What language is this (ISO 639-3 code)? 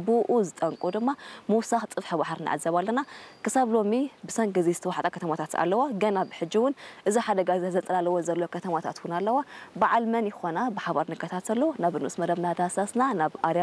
tir